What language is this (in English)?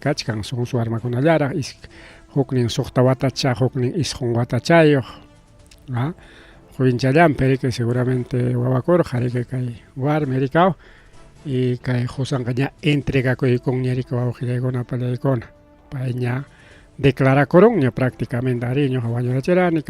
Ayacucho Quechua